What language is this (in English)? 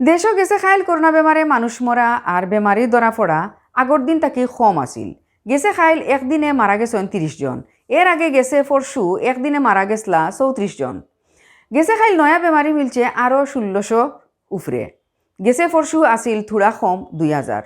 Sylheti